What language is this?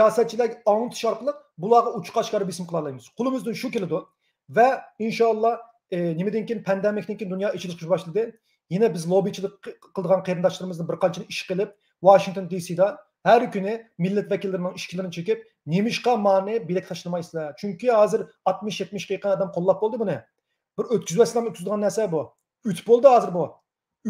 Uyghur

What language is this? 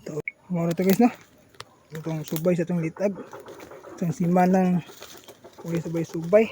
Cebuano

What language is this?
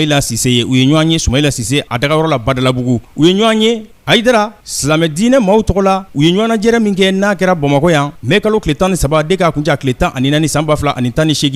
Bambara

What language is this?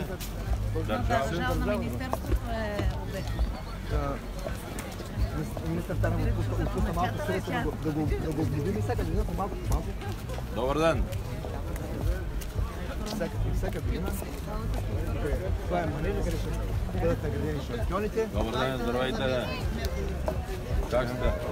Bulgarian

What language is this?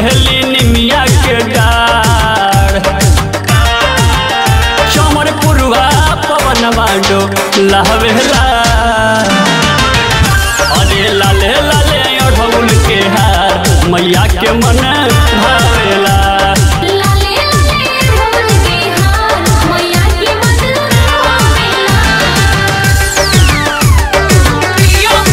Bhojpuri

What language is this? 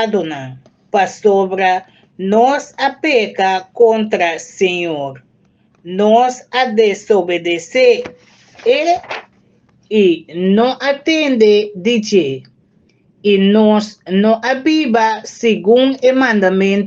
Papiamento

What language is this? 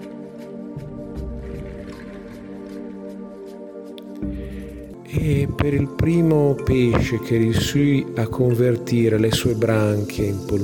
Italian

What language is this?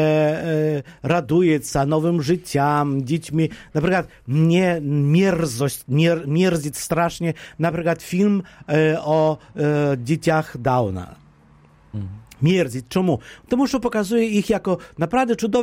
Polish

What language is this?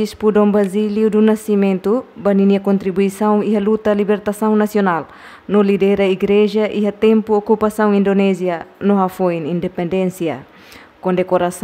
Tetum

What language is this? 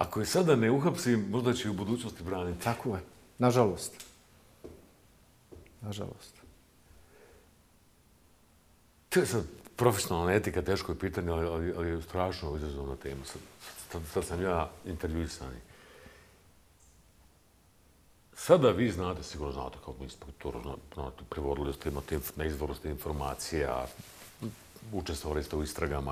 Bosnian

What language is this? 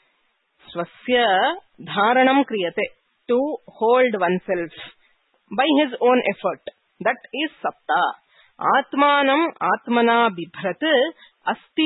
Sanskrit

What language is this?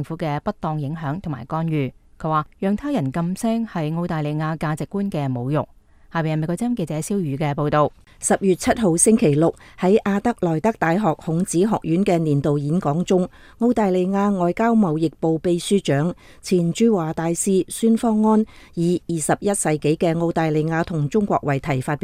Cantonese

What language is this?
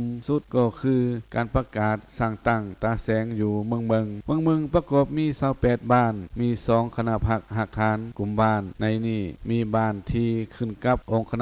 Lao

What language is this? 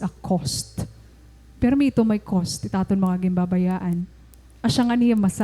Waray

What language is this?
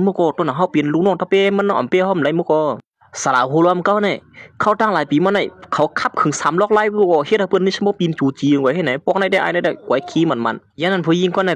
Shan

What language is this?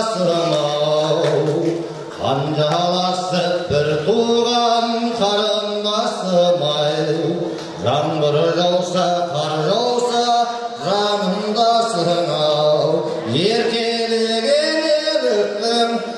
Kazakh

